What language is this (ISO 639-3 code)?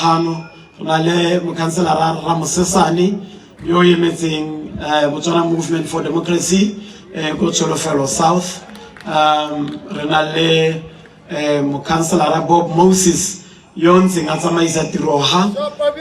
tsn